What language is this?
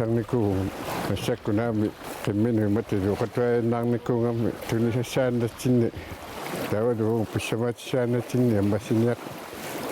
Kalaallisut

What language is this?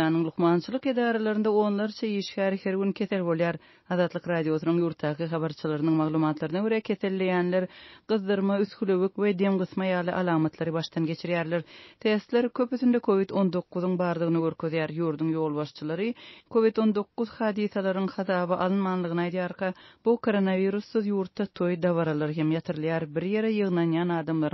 Turkmen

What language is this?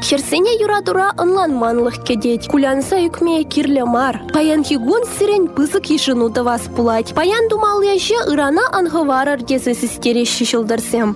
Chuvash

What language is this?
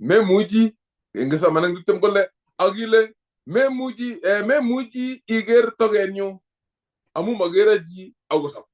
Kalenjin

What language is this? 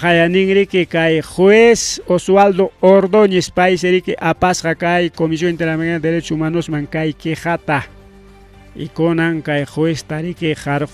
Ayacucho Quechua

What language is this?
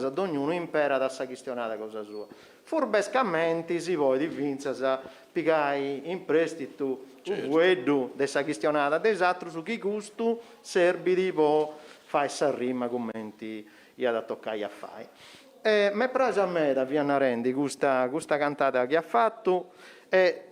Sardinian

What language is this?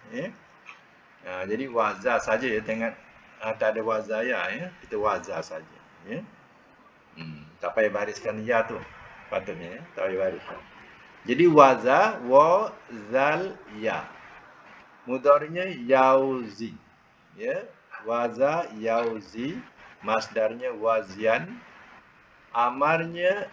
Malay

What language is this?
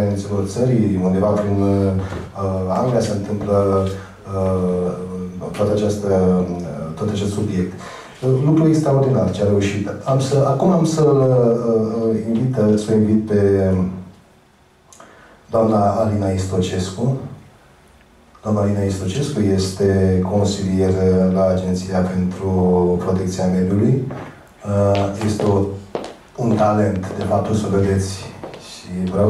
Romanian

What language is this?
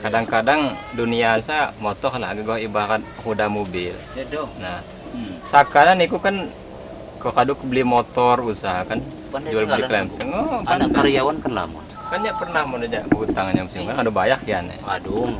Lampung Api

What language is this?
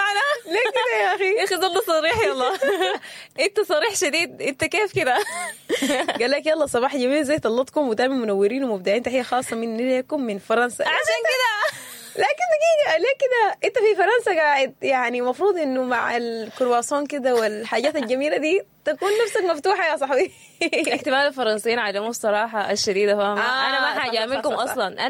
Sudanese Arabic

